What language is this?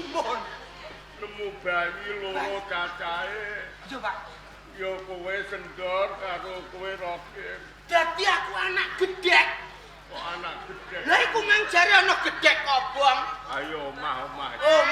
Javanese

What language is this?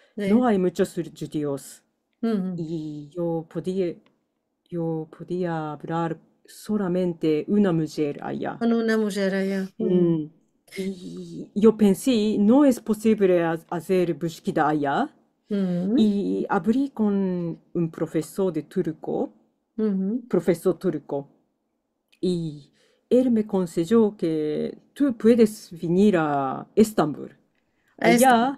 Ladino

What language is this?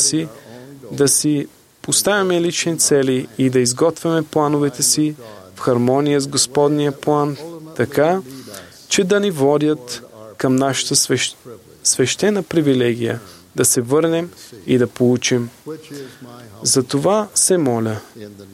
Bulgarian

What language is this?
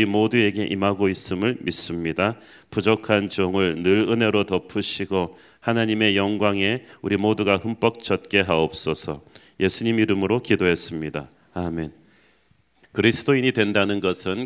Korean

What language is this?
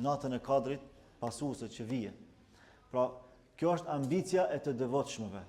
Albanian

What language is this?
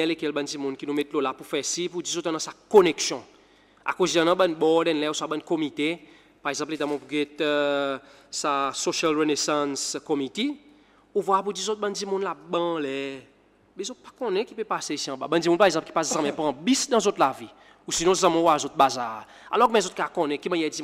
Seselwa Creole French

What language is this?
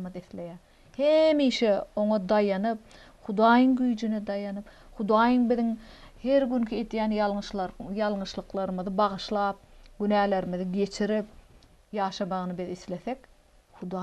Turkmen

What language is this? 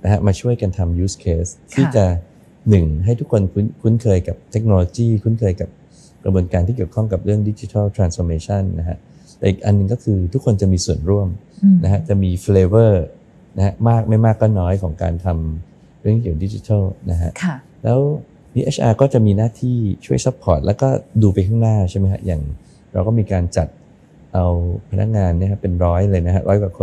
Thai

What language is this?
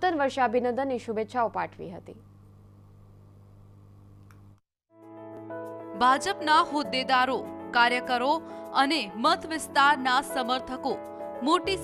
Gujarati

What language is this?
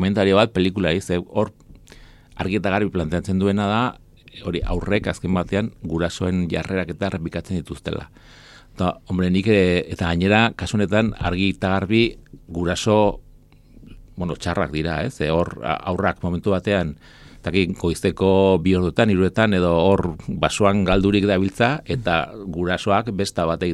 Basque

